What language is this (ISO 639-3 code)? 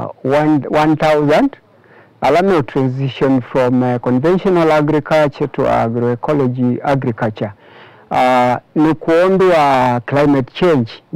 kam